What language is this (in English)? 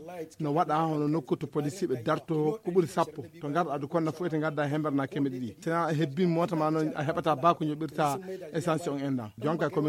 Fula